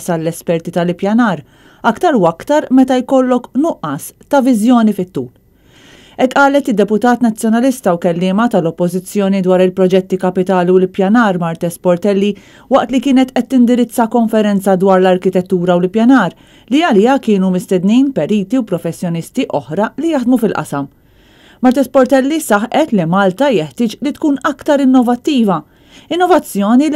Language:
Maltese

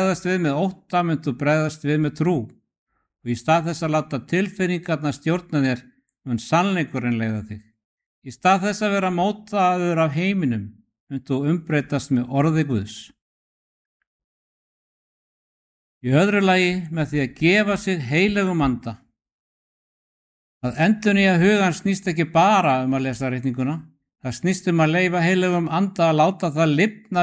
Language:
Icelandic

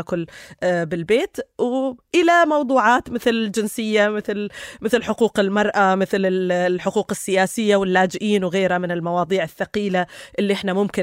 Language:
North Levantine Arabic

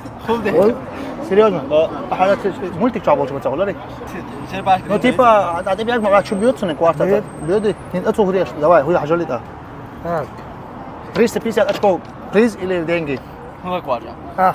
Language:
Chechen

